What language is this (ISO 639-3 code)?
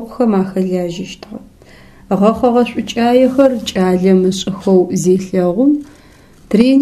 ady